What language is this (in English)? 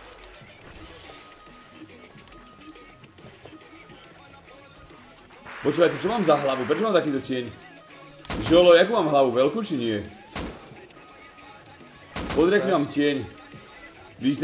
Slovak